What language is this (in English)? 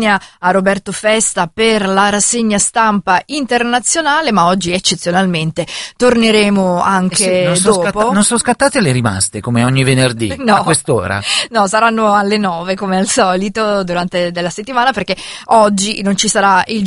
Italian